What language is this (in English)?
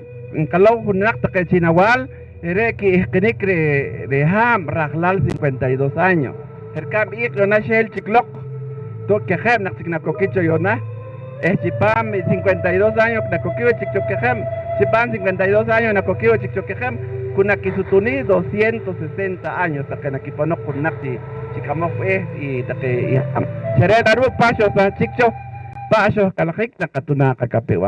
Poqomchi'